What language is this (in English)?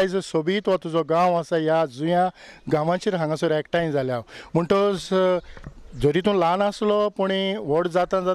Konkani